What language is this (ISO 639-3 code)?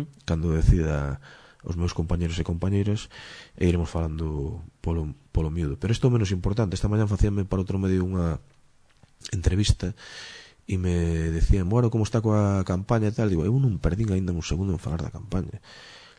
glg